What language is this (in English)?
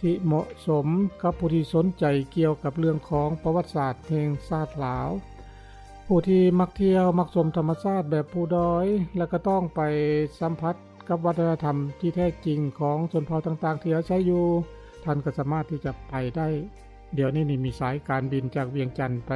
Lao